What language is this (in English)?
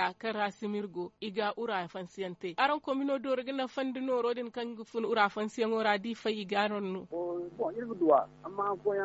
Zarma